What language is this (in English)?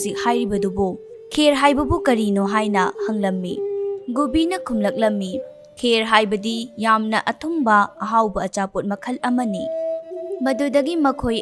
Manipuri